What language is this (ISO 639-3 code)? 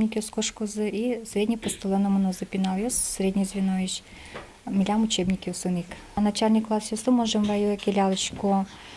udm